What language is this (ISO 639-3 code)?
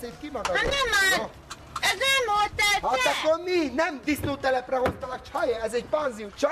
hun